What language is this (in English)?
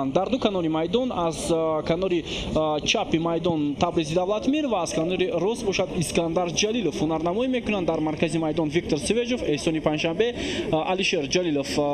Tajik